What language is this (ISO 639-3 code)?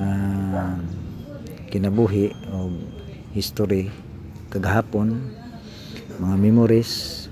ceb